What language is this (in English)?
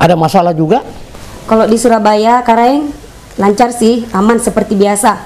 Makassar Malay